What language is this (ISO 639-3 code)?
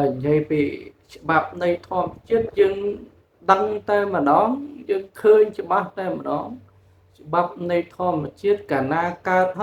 khm